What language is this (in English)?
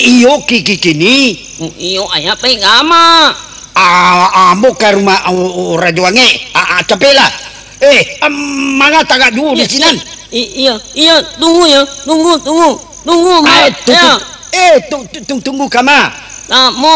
Minangkabau